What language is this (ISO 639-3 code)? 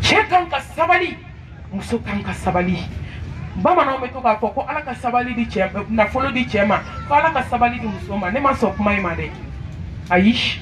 bam